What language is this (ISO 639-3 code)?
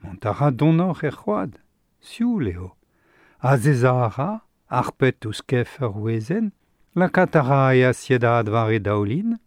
bre